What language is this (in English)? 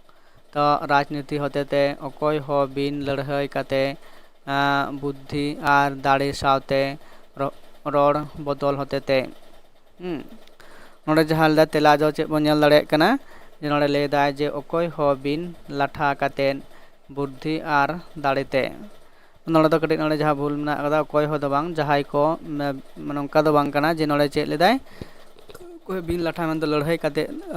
Santali